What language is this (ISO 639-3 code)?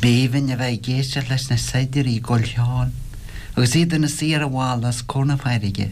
gle